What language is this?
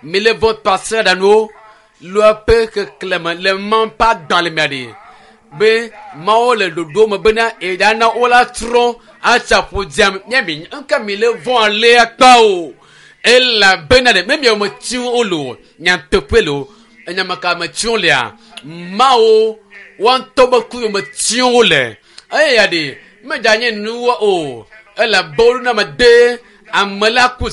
Ewe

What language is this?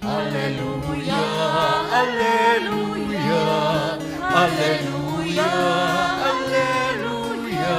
Pampanga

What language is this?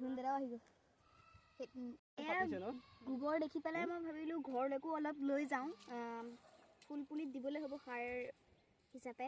Assamese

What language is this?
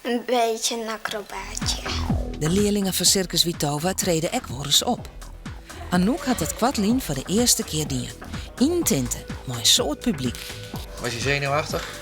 Western Frisian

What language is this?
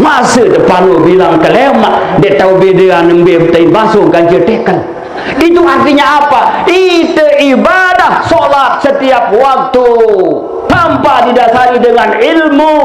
Sasak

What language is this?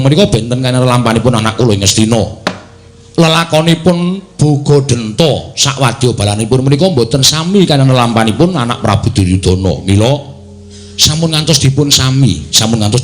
Javanese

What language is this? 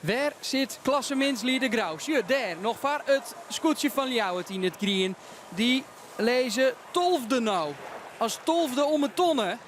Western Frisian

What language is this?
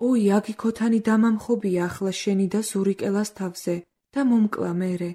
Georgian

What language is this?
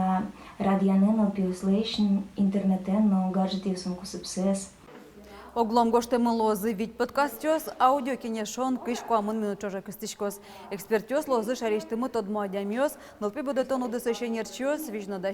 Udmurt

